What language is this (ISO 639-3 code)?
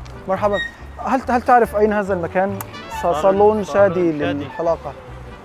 ara